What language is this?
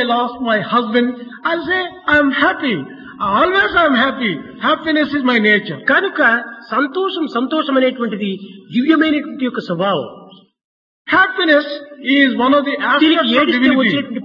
Telugu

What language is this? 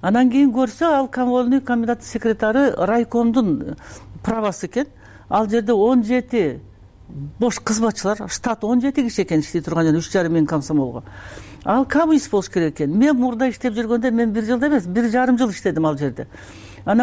Kyrgyz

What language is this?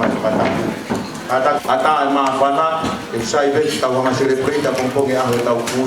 Tongan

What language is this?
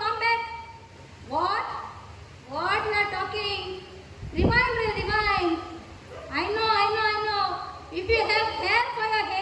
Konkani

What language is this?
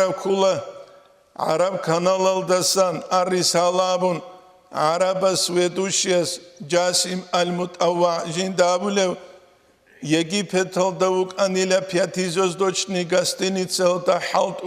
Avaric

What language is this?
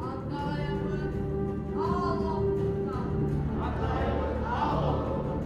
Yakut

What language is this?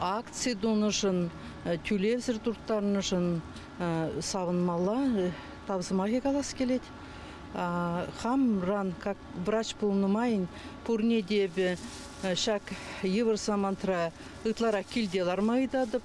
Chuvash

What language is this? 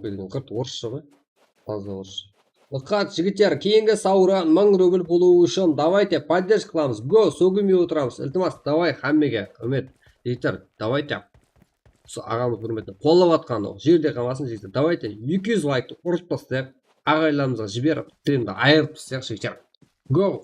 Kara-Kalpak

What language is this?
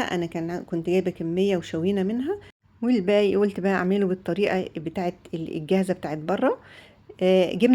Egyptian Arabic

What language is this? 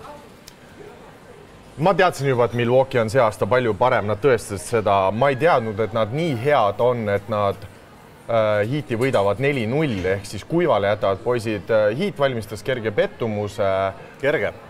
Estonian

